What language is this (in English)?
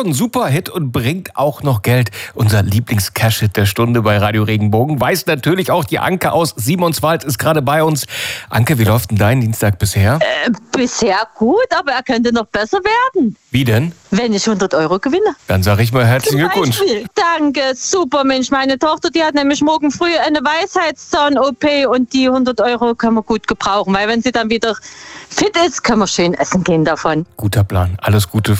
German